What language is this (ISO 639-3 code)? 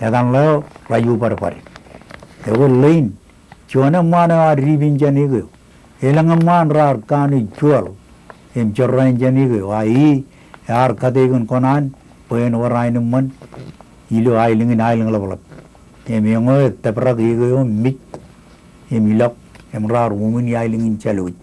mah